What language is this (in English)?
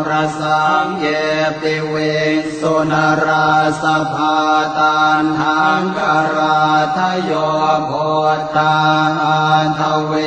Pali